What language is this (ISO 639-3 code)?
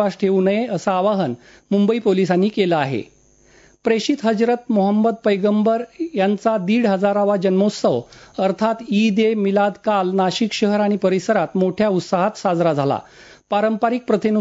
mar